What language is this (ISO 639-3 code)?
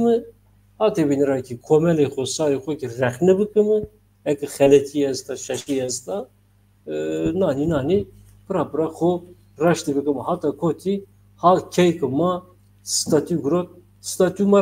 zza